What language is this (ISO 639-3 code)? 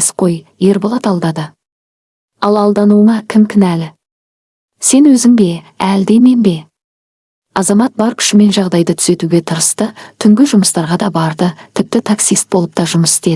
kaz